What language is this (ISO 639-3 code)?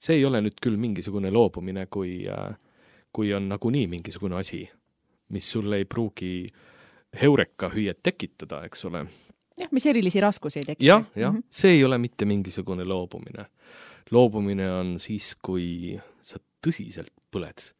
est